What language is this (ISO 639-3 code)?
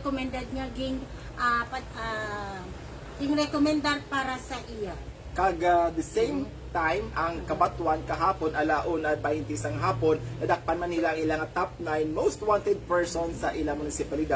hil